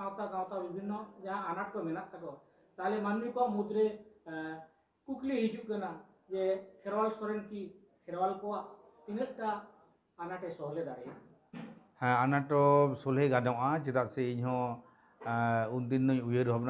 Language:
Santali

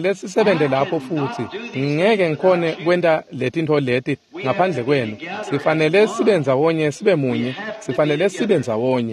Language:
Swati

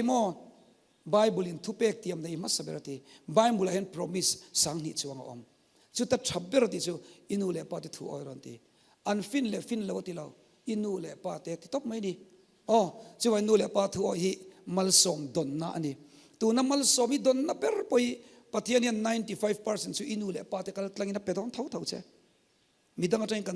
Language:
Mizo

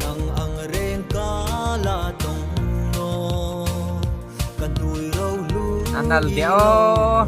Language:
Hmar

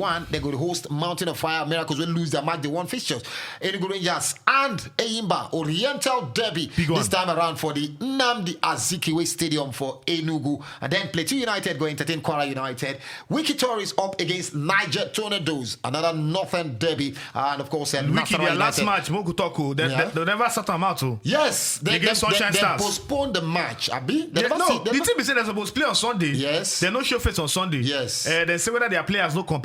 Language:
Nigerian Pidgin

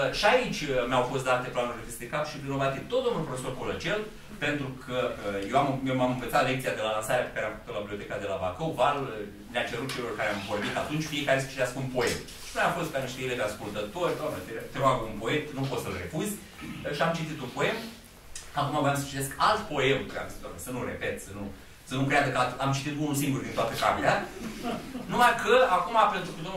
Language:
Romanian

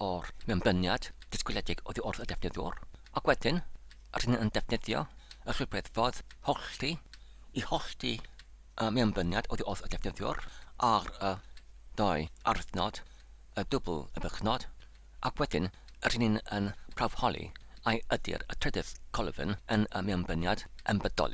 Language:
Welsh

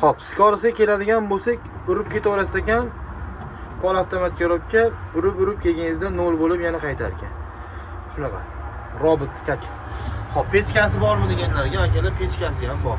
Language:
Uzbek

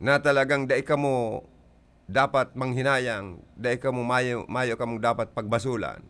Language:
Bikol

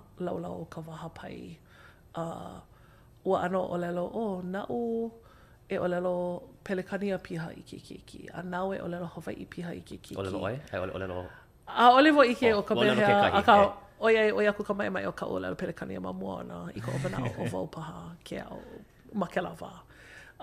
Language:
Hawaiian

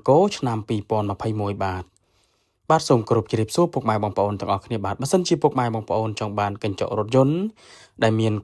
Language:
Khmer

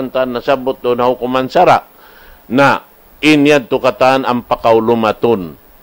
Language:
Tausug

